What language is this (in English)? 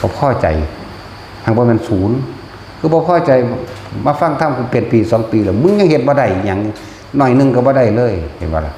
Lao